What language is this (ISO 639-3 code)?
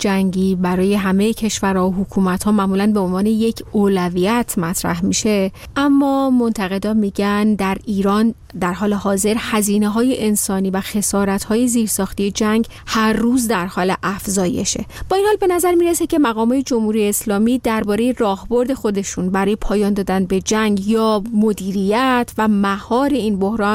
fas